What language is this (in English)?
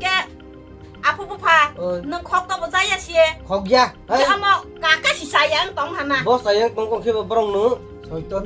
Kok Borok